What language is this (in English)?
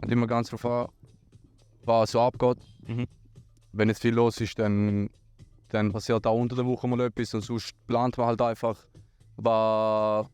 Swiss German